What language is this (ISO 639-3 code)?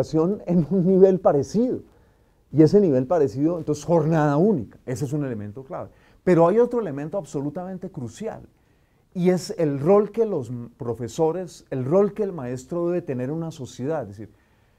spa